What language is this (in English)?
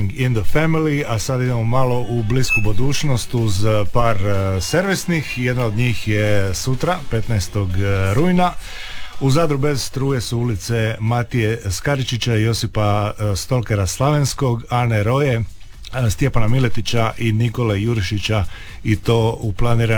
Croatian